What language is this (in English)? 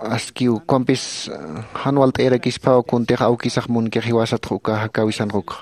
Aymara